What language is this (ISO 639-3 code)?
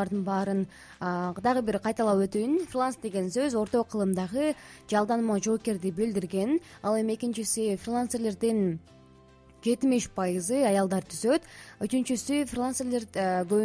kir